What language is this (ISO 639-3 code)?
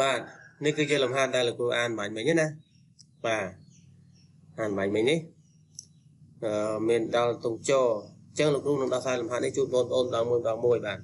khm